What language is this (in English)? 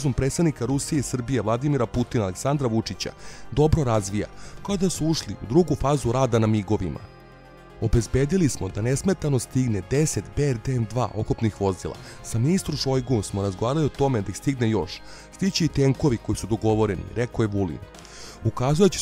Serbian